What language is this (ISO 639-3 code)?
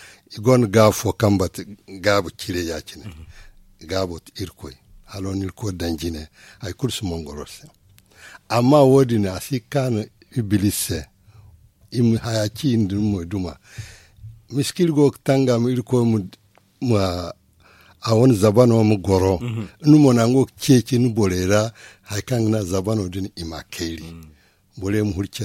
dje